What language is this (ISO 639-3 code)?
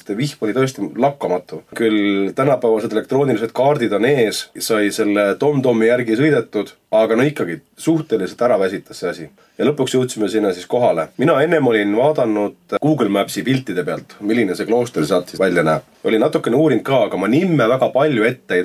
est